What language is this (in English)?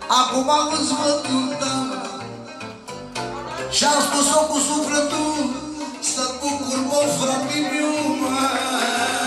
Romanian